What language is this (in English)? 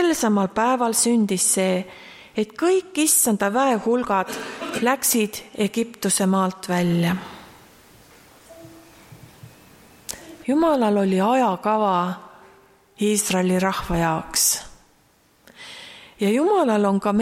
Estonian